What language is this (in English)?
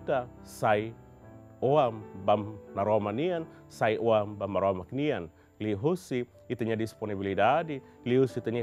Tetum